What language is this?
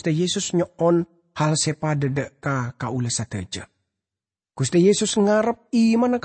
Madurese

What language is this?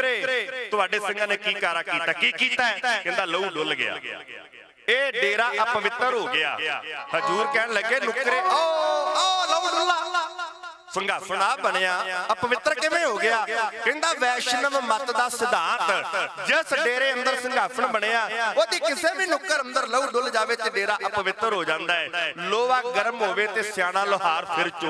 Punjabi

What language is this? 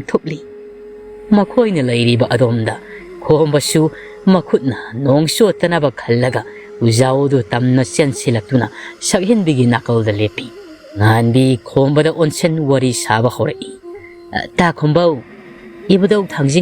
Manipuri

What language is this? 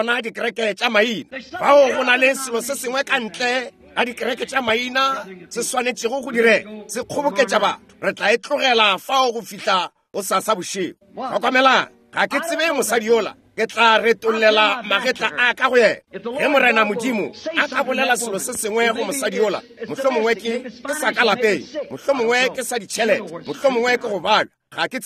Northern Sotho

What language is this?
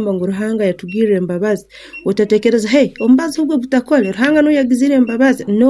Nyankole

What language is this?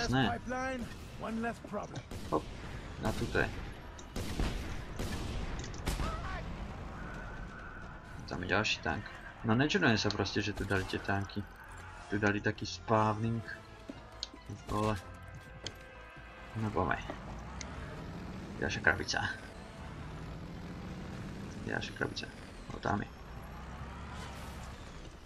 Slovak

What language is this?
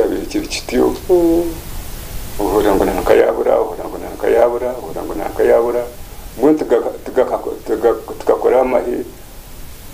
Kinyarwanda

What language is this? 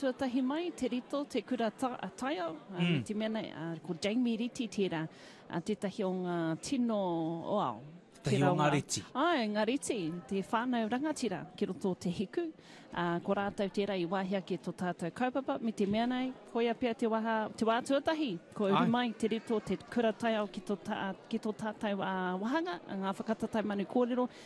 Māori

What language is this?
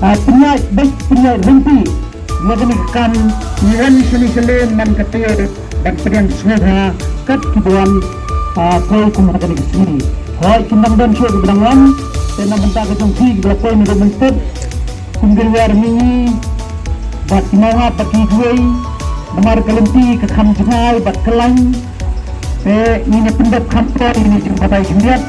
Khasi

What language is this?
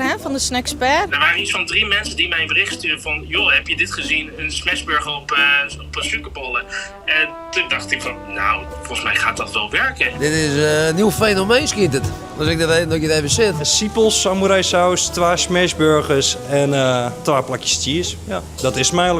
Western Frisian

